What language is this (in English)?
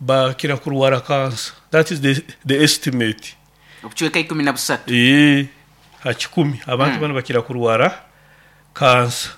Nyoro